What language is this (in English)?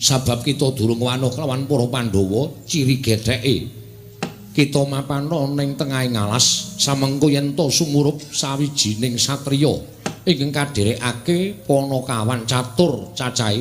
Javanese